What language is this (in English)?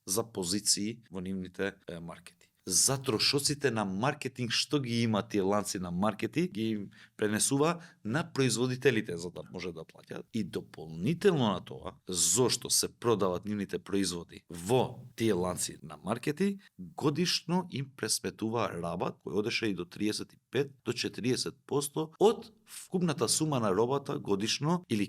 Macedonian